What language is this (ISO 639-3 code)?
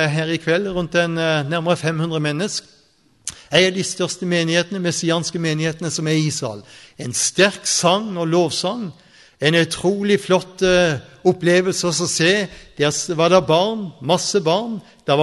nor